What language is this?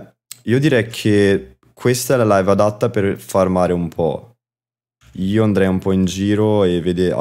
Italian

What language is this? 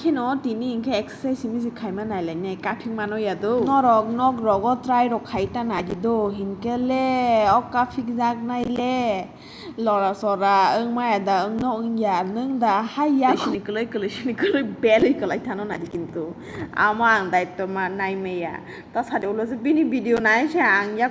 Kok Borok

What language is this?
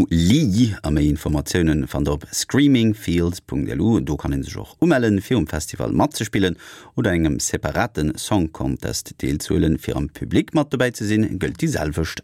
Luxembourgish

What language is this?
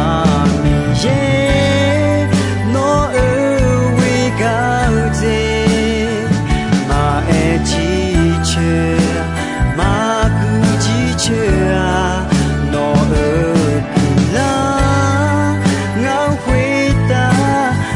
Akha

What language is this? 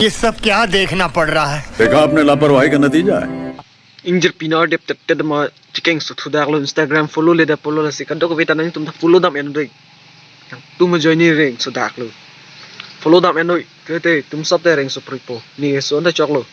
Karbi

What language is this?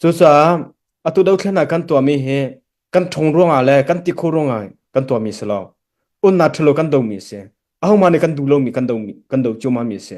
Hakha Chin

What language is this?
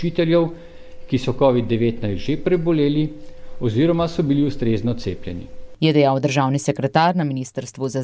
Slovenian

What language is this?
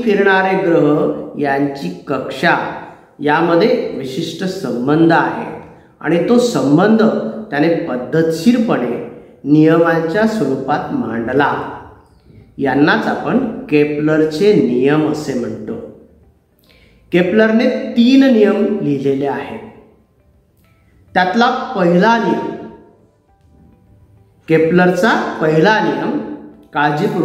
Marathi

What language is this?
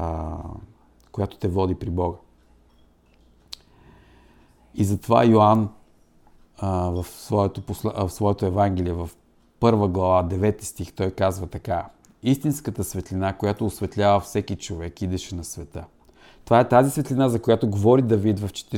Bulgarian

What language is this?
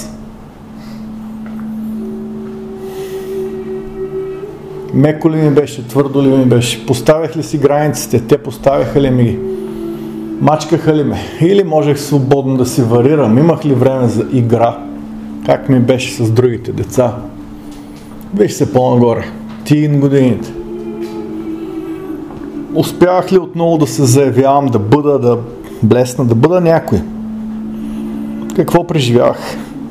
Bulgarian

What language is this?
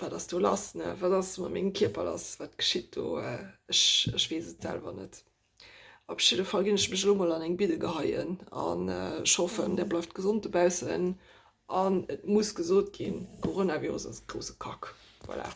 Luxembourgish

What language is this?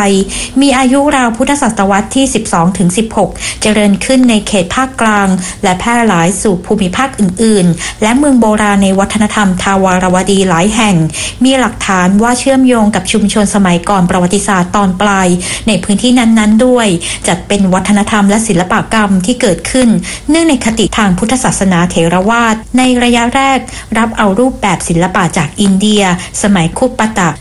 Thai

